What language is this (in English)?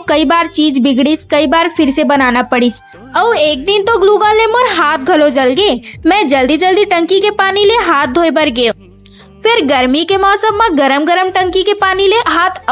Chhattisgarhi